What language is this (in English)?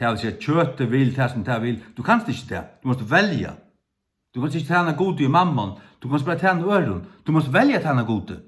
Faroese